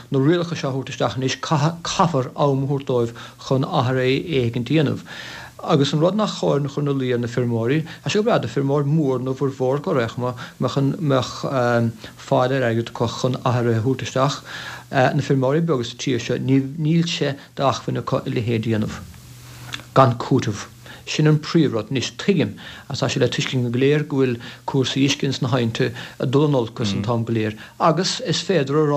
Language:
Irish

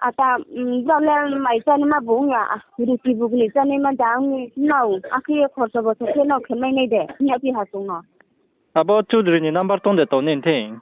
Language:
Riang (India)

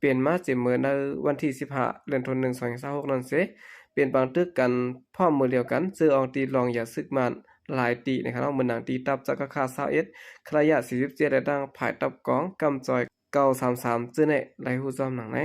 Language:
Shan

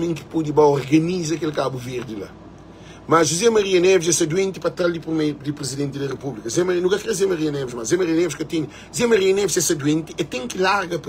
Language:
Kabuverdianu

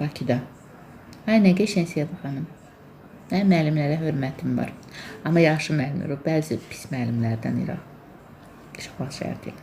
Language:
Azerbaijani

